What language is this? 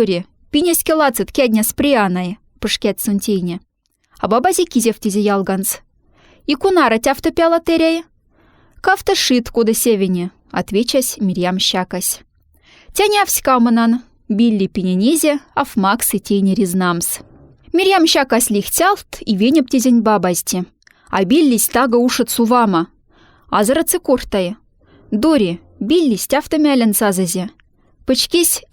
Moksha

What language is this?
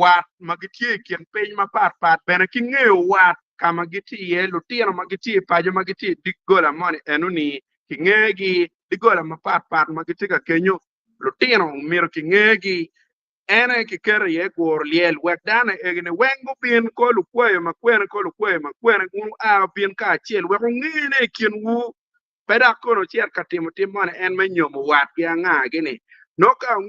Acoli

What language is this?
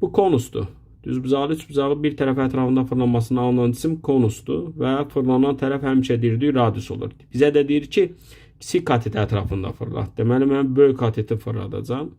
Azerbaijani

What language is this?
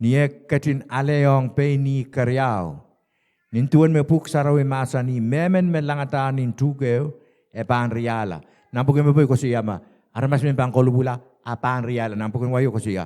Pohnpeian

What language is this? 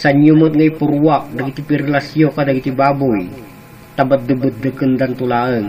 Iloko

